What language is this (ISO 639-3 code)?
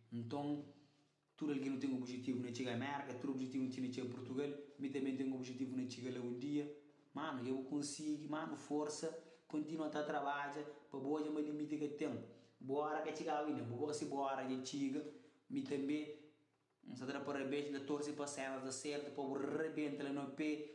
kea